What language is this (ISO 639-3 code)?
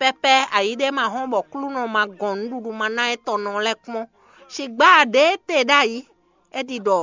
fon